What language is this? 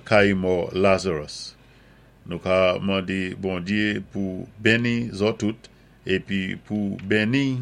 Saint Lucian Creole French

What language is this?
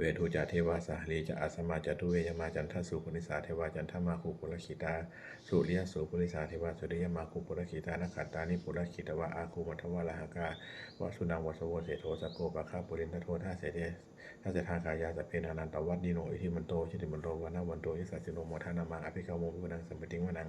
Pali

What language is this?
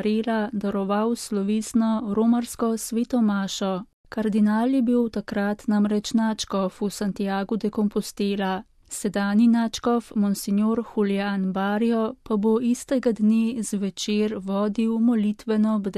Slovenian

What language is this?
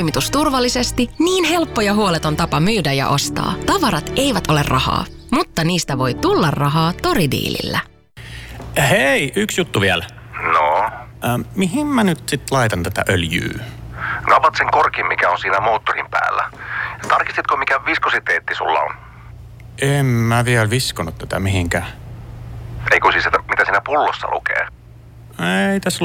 Finnish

